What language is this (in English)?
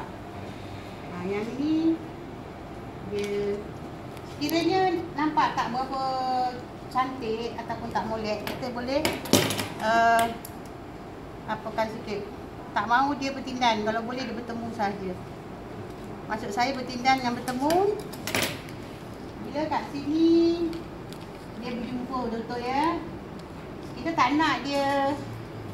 Malay